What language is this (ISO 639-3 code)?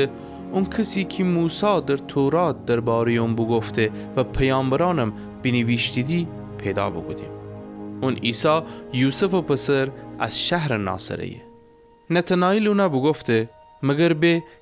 glk